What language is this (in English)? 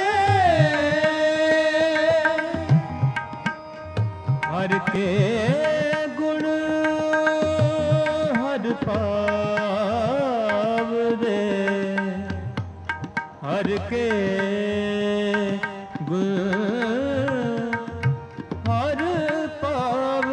Punjabi